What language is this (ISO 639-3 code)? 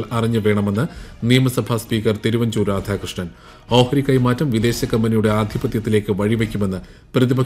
mal